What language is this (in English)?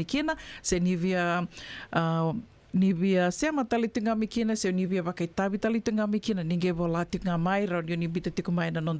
Fijian